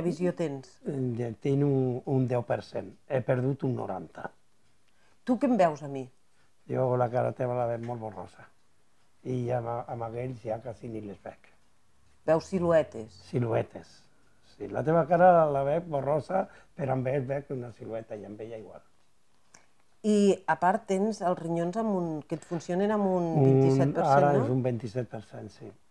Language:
Catalan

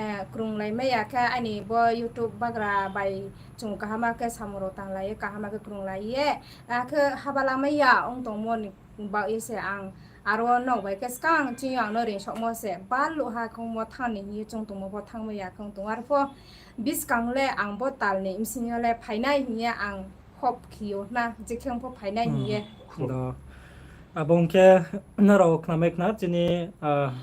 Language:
Riang (India)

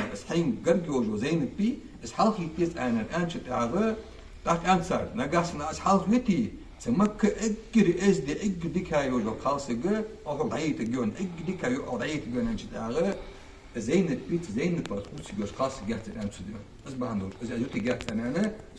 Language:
Ingush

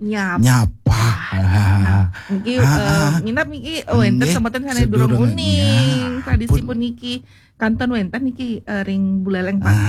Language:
Balinese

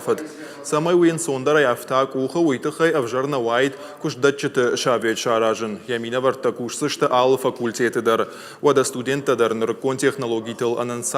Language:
Ossetic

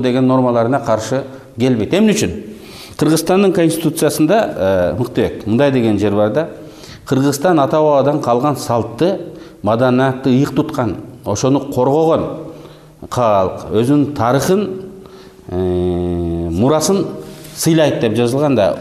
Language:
Kyrgyz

